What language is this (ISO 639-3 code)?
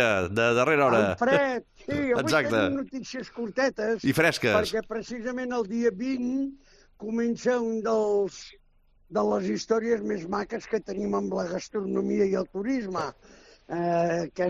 cat